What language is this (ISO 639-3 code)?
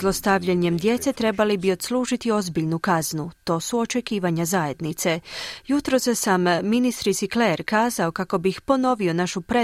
hrv